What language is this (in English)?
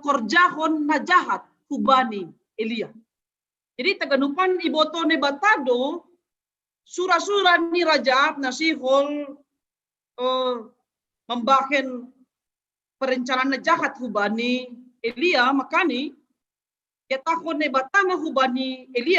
Batak Simalungun